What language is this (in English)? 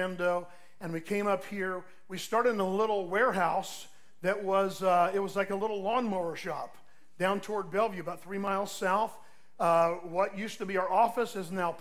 English